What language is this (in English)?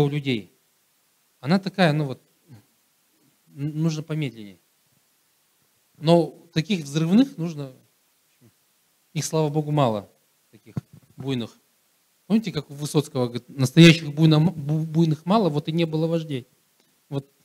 Russian